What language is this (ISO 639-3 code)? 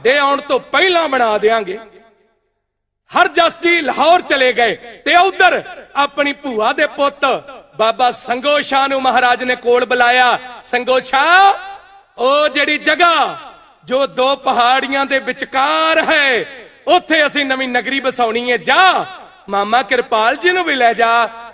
pan